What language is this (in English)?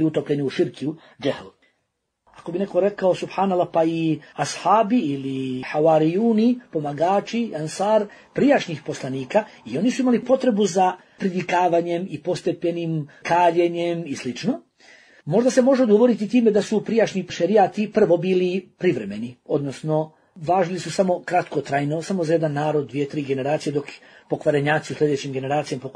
Bosnian